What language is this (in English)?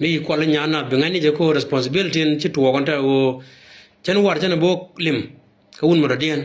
Nuer